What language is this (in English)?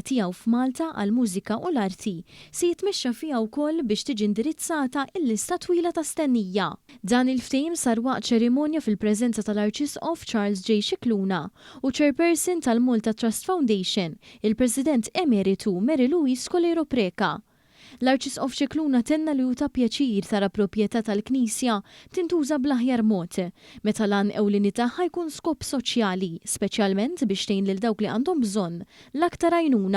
Maltese